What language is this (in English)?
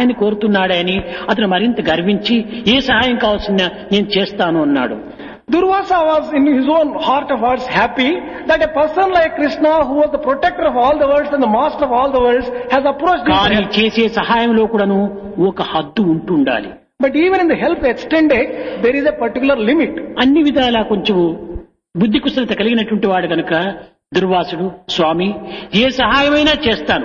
Telugu